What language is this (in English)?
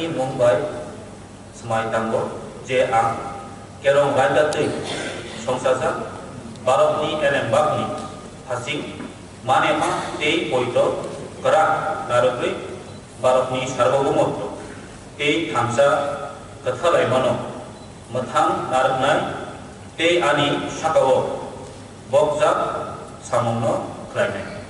Kok Borok